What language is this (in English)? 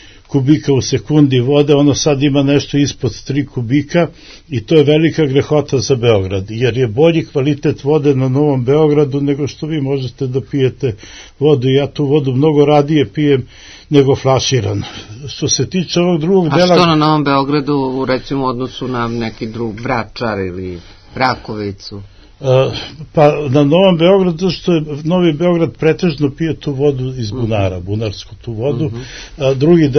Serbian